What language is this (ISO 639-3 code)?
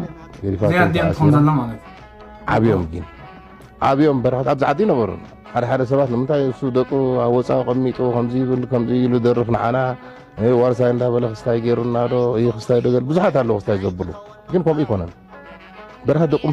tir